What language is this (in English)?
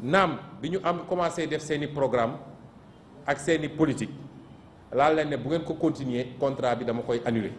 Wolof